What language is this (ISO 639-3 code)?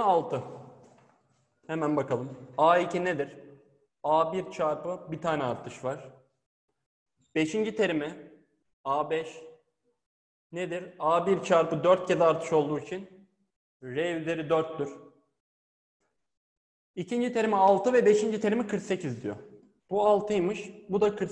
tur